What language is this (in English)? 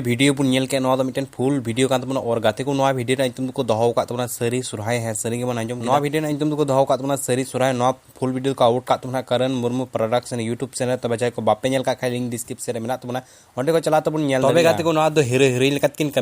Santali